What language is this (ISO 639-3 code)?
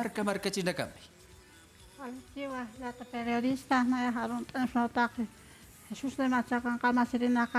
aym